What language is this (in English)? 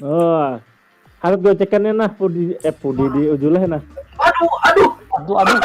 Banjar